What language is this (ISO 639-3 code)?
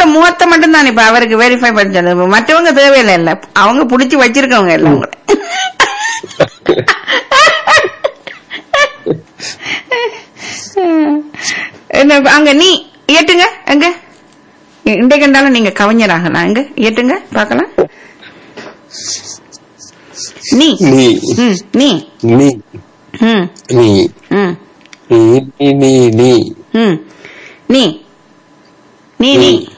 tam